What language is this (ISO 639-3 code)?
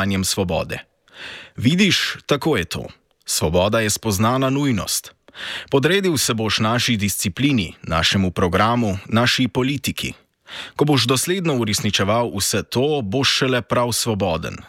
slv